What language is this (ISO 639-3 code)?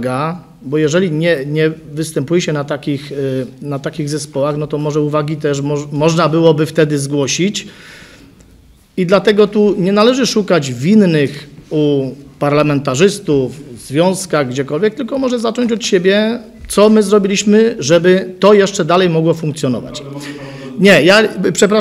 pol